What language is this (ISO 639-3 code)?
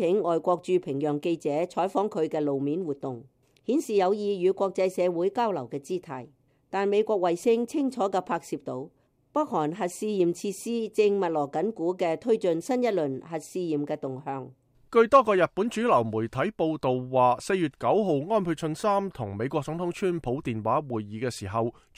yue